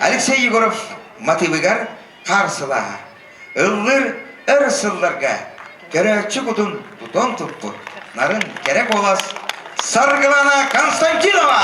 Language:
Yakut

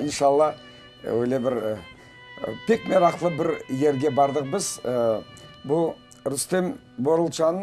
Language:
Crimean Tatar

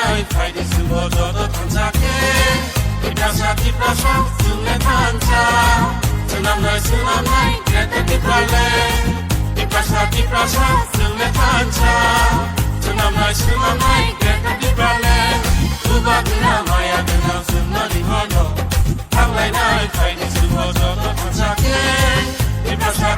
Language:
Kok Borok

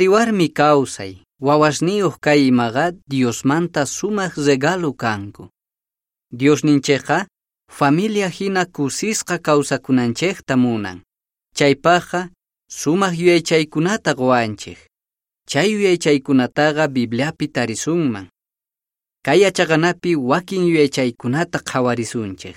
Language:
Quechua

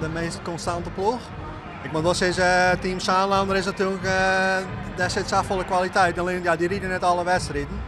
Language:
Western Frisian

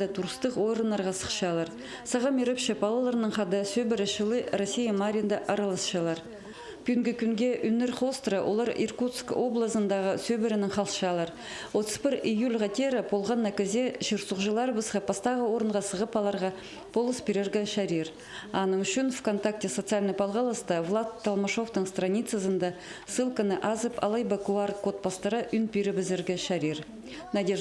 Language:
Khakas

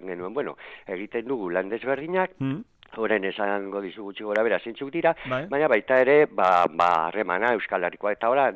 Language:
Basque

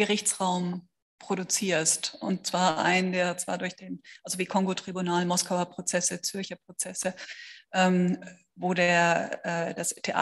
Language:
German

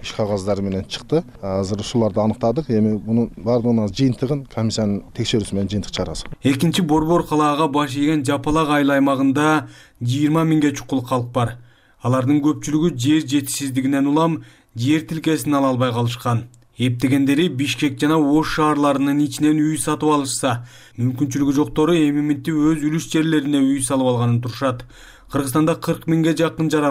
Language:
Kyrgyz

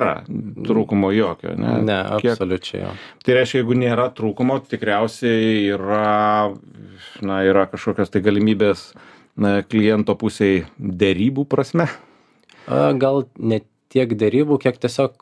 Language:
Lithuanian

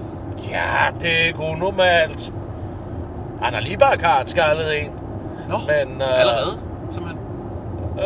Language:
Danish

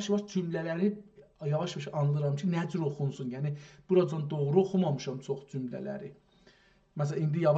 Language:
South Azerbaijani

